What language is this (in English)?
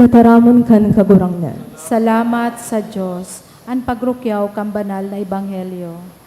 Bikol